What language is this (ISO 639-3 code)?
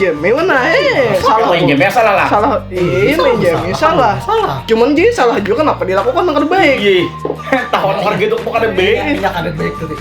bjn